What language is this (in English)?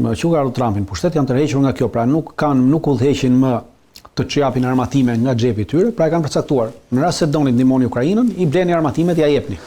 Albanian